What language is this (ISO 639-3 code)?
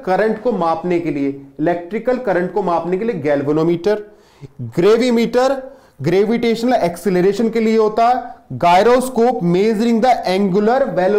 hin